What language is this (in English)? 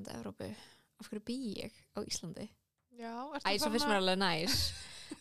Icelandic